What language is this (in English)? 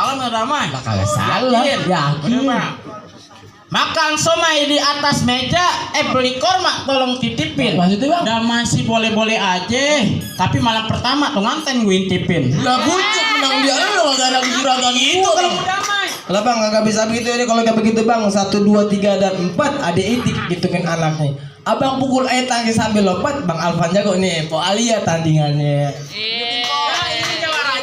Betawi